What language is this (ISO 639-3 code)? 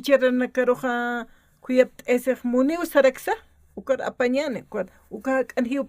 aym